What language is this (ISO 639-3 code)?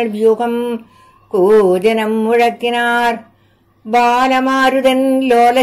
mal